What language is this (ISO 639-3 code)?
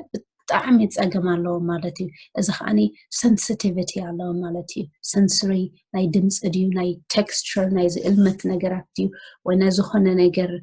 tir